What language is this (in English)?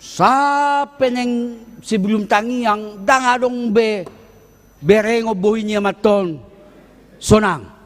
Batak Toba